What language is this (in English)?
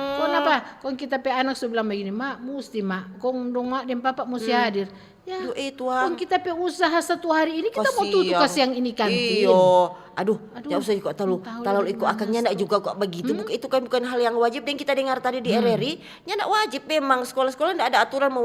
Manado Malay